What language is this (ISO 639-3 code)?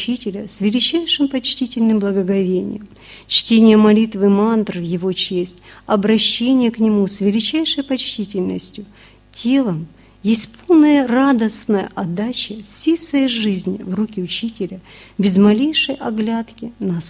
rus